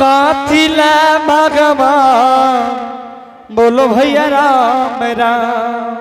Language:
Angika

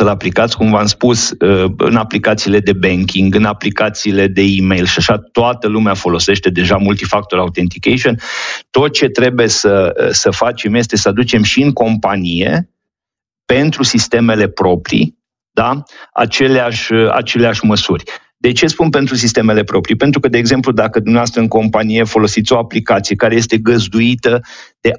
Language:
Romanian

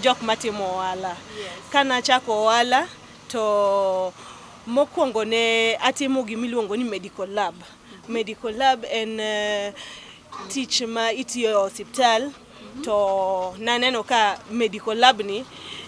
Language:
Luo (Kenya and Tanzania)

